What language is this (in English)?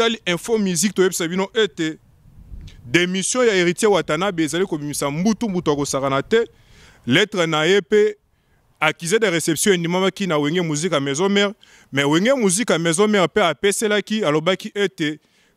Lingala